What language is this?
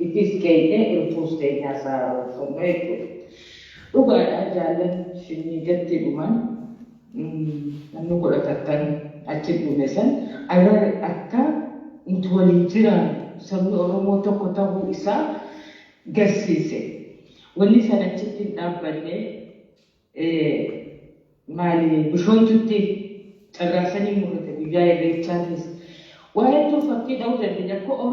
Oromo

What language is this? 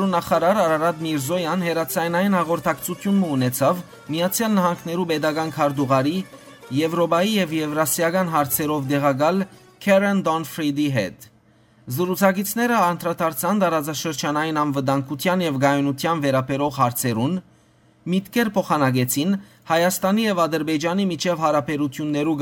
Western Armenian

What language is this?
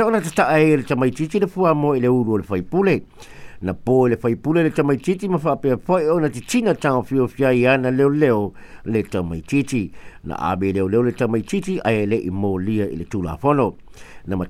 Samoan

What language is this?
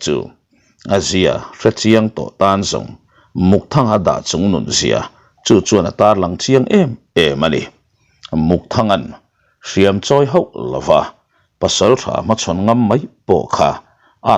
Mizo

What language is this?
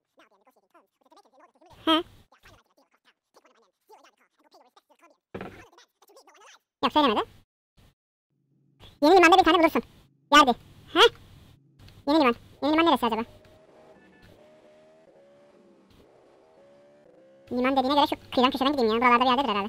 Turkish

